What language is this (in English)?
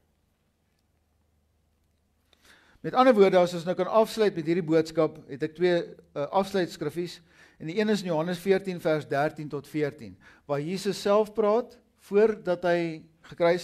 Afrikaans